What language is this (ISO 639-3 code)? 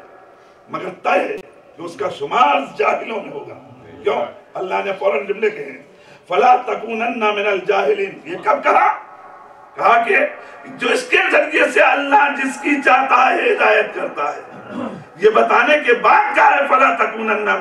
urd